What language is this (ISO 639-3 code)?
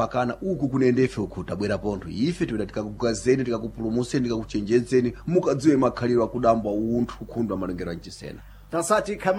seh